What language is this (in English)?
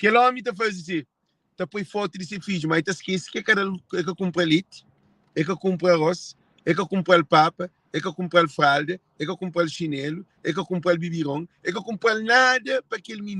Kabuverdianu